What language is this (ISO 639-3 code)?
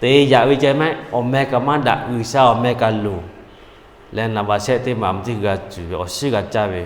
lhu